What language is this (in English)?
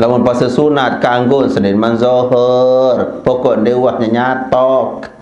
Sasak